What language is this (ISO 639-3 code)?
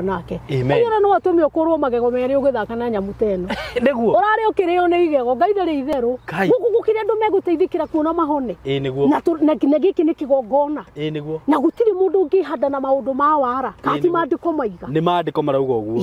kik